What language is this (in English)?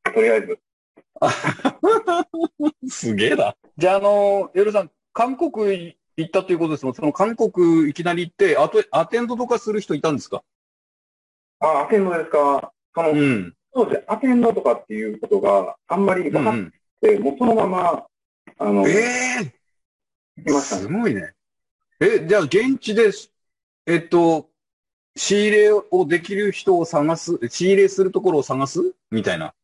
Japanese